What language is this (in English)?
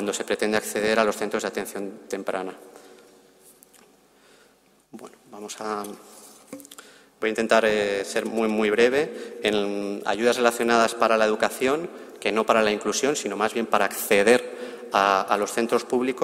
Spanish